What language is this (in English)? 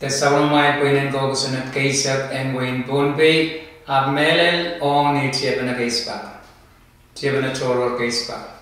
Pohnpeian